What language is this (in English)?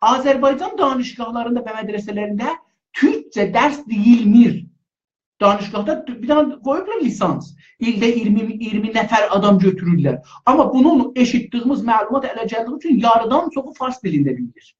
South Azerbaijani